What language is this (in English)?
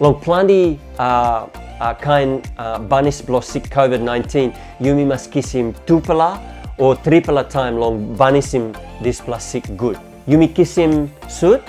Tok Pisin